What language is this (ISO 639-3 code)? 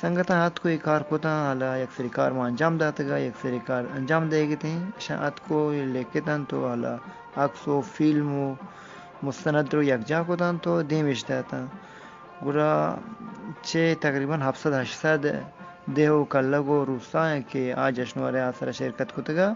bgp